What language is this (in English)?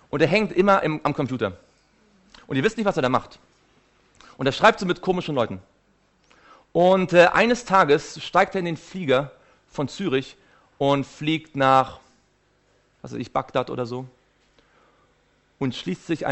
German